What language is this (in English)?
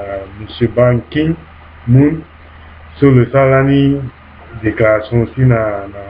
Sango